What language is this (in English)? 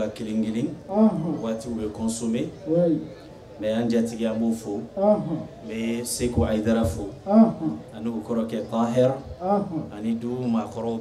Bambara